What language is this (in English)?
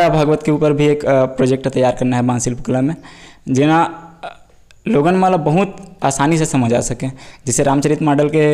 Chhattisgarhi